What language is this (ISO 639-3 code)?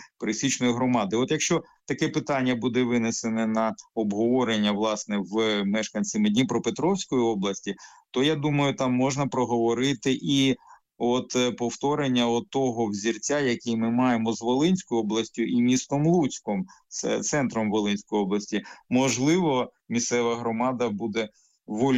ukr